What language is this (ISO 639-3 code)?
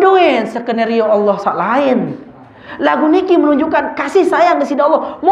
sas